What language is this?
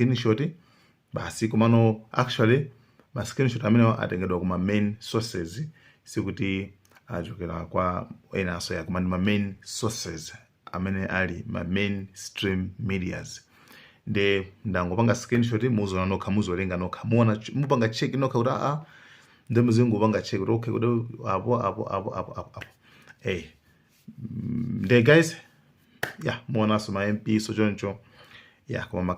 Nyanja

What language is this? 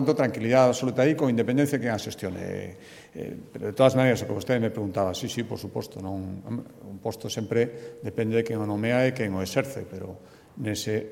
Galician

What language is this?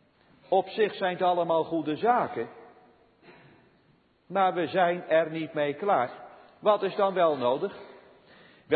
Dutch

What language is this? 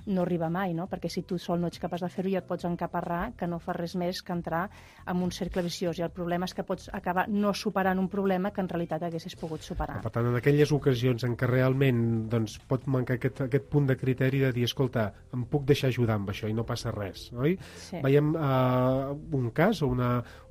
Catalan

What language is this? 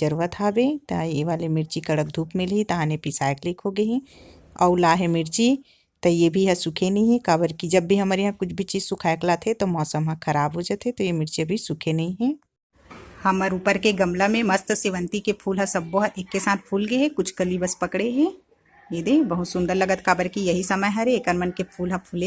Chhattisgarhi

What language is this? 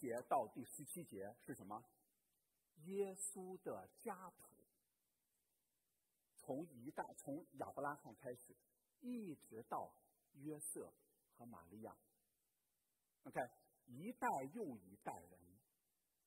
Chinese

